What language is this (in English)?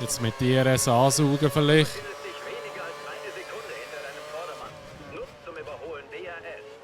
Swiss German